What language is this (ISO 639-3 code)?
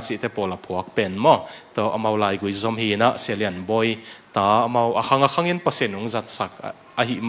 ctd